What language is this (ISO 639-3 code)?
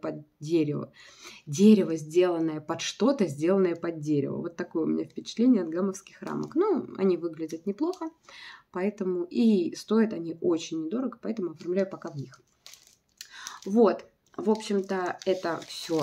rus